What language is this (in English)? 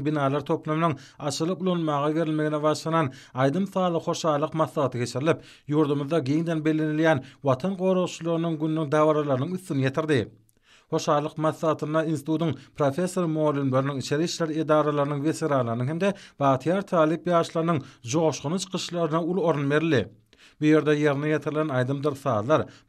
Turkmen